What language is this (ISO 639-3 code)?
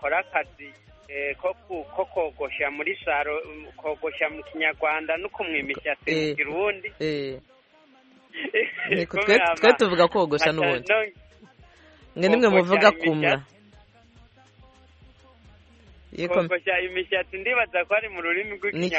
kin